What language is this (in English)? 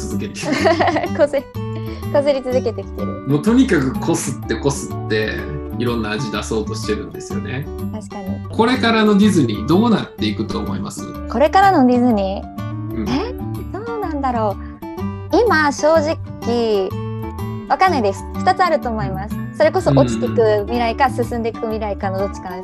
Japanese